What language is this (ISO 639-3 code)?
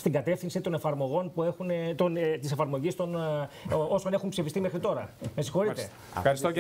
ell